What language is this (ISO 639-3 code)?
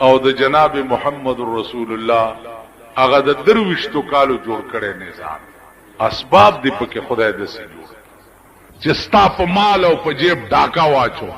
pus